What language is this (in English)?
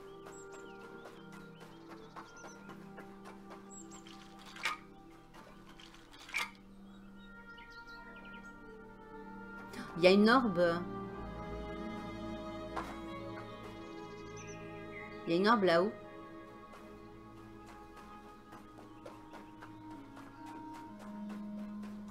French